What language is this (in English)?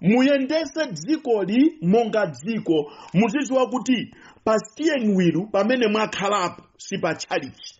Nyanja